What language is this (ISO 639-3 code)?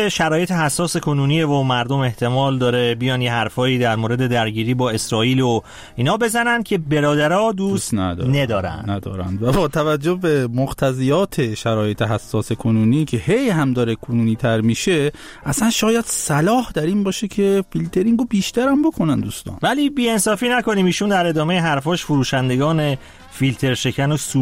fas